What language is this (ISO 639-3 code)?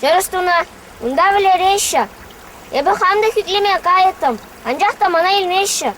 chv